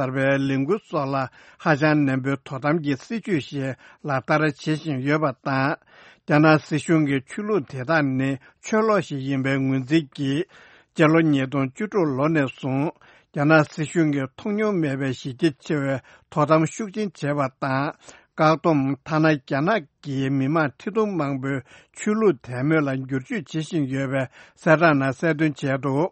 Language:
Tibetan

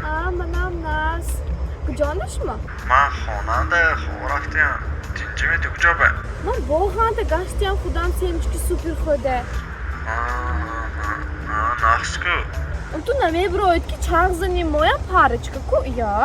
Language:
Tajik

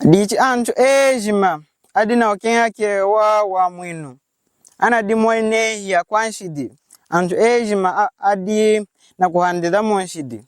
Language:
Lunda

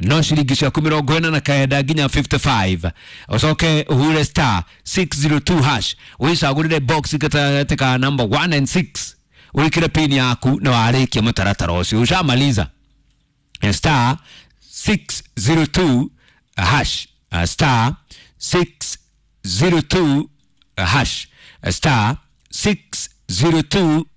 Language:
Kikuyu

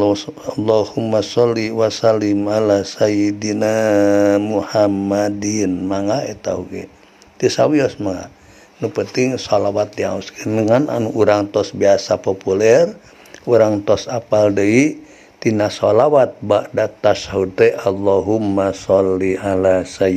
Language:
Sundanese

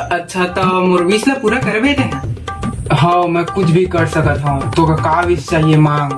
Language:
Chhattisgarhi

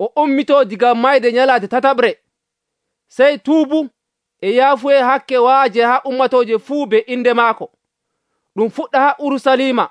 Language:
Nigerian Fulfulde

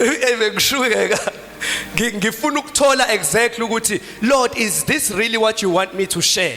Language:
Zulu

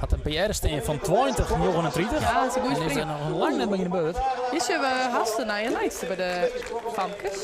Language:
Western Frisian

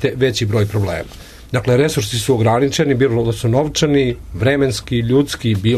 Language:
Serbian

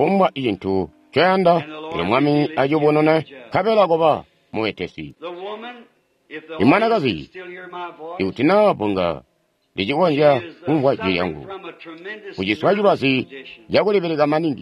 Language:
Tonga (Zambia)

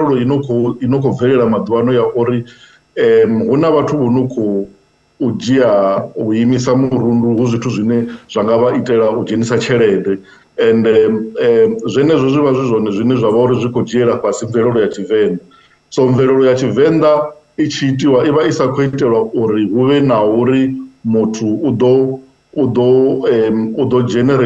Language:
Venda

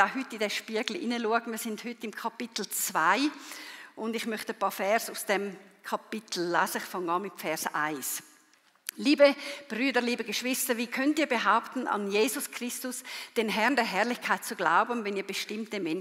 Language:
Swiss German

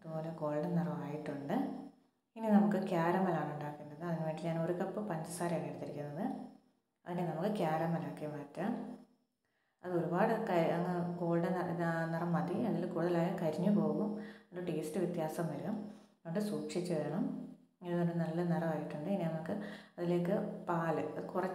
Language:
Malayalam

